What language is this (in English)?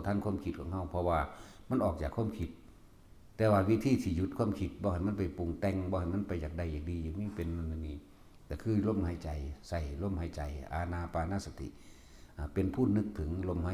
Northeastern Thai